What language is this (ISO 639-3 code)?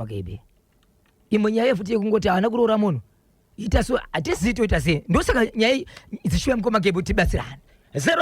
sna